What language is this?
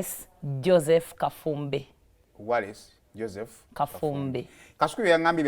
Ganda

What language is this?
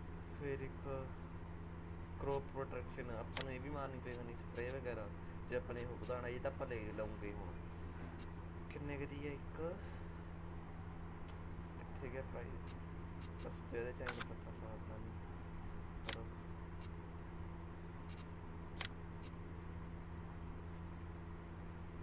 Punjabi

